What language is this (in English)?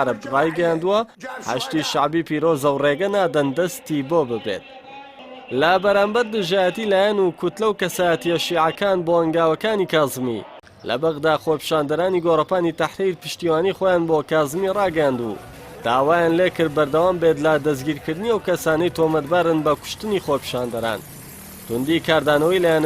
Central Kurdish